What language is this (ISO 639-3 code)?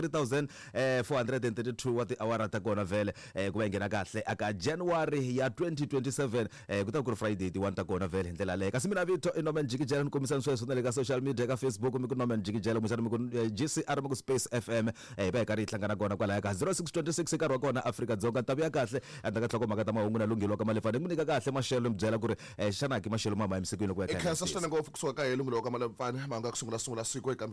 tso